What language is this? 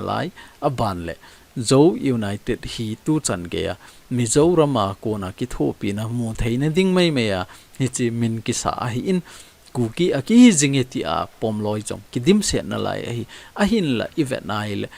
Thado Chin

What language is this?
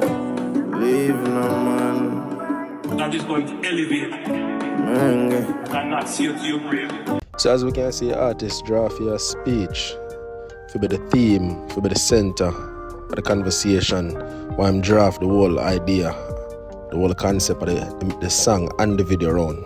Jamaican Creole English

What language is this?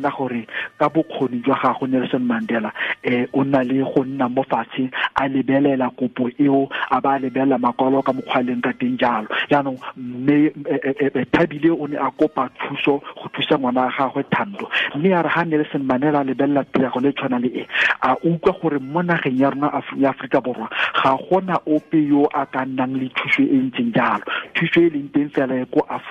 Tswana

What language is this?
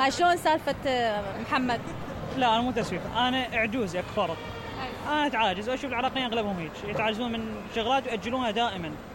Mesopotamian Arabic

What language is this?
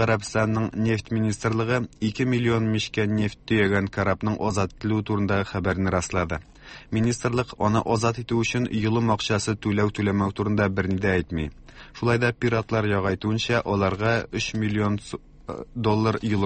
Tatar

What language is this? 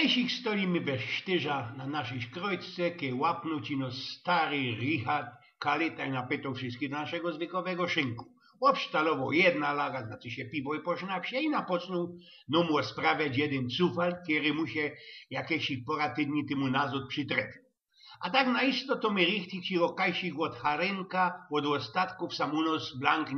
Silesian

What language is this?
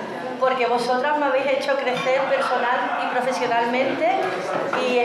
Spanish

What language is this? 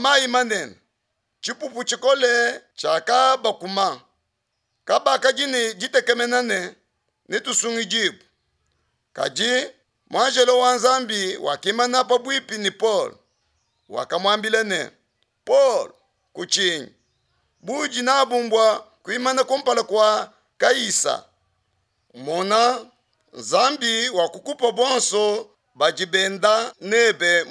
Luba-Lulua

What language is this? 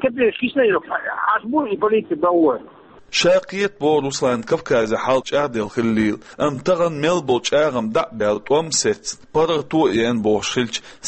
Chechen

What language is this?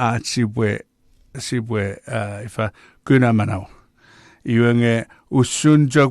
Chuukese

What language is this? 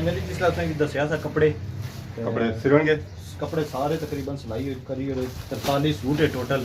Pahari-Potwari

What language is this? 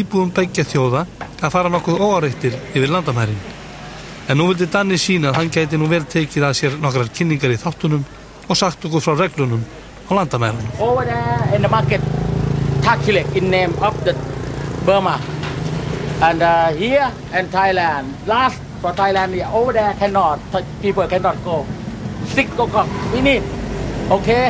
Icelandic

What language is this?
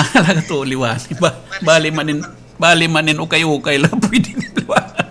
Waray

